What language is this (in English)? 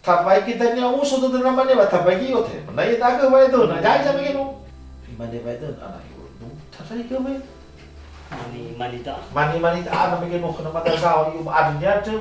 Nias